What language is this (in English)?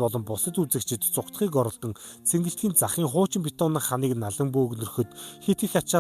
Mongolian